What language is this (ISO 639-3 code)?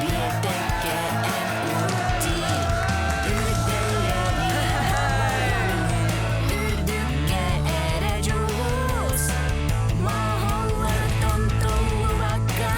sah